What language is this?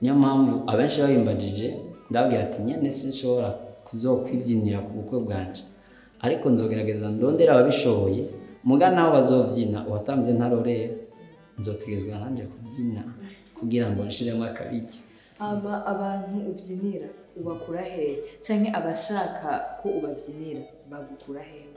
Rundi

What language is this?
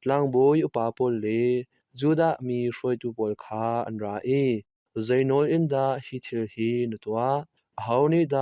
Hakha Chin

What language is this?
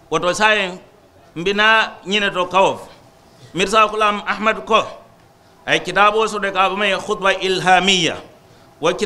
Mandingo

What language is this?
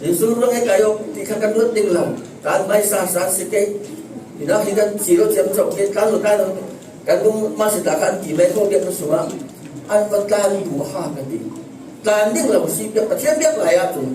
Falam Chin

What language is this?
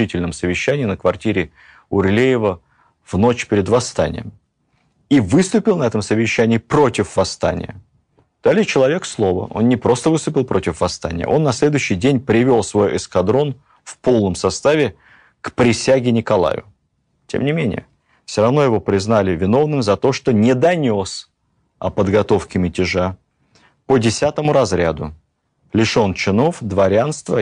Russian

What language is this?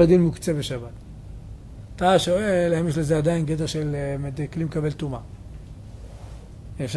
Hebrew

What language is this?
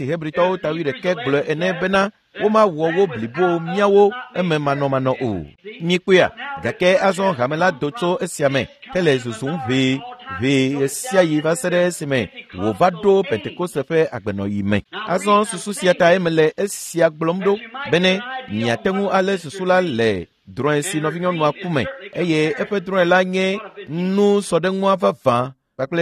Ewe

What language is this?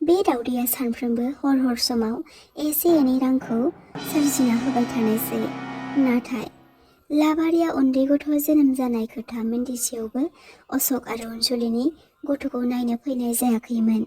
Bodo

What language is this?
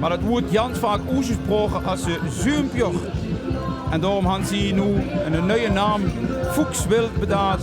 Limburgish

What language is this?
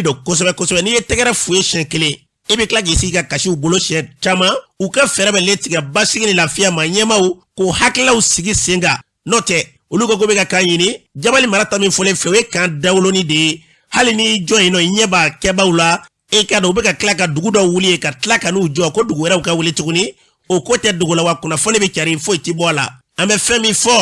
Bambara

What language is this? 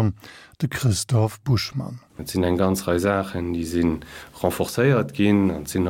Luxembourgish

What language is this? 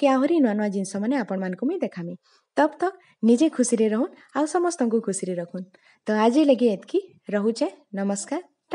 Sambalpuri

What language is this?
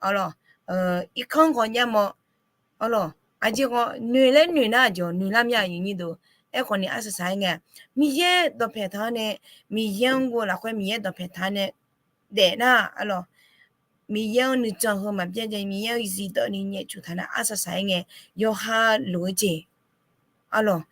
Akha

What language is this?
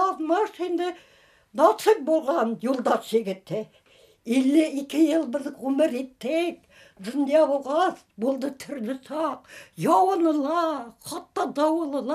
Bashkir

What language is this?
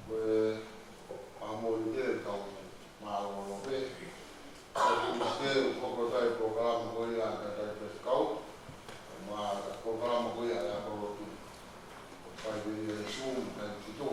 Tongan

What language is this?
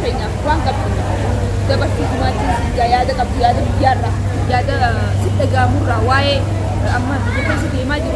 Oromo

